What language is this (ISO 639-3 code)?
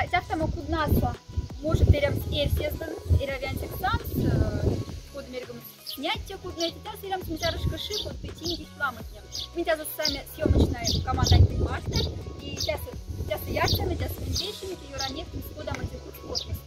mdf